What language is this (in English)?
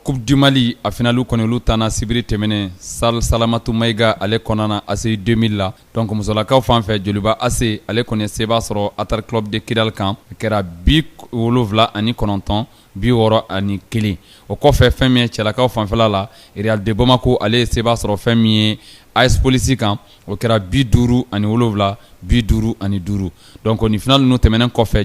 Bambara